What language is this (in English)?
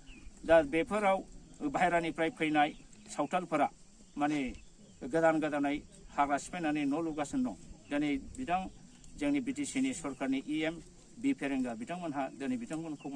Bodo